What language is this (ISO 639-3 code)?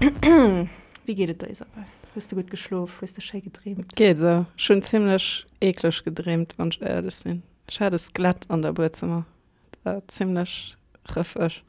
ltz